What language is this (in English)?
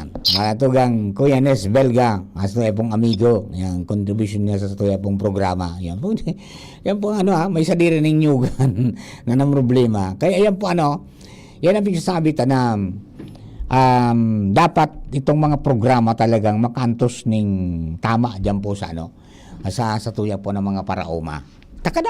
Bikol